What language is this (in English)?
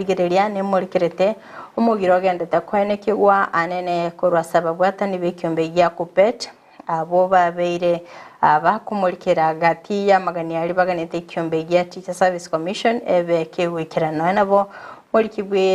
Gusii